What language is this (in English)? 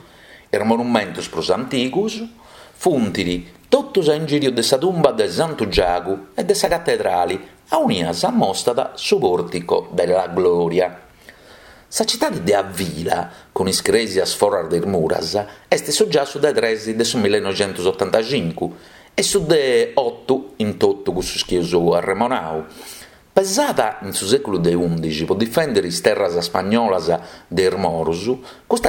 Sardinian